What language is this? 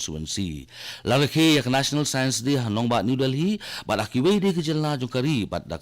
Khasi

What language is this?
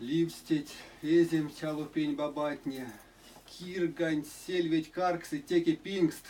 Erzya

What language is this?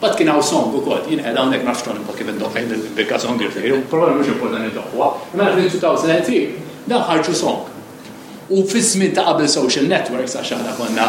Maltese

